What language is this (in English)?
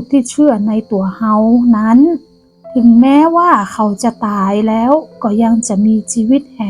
Northern Thai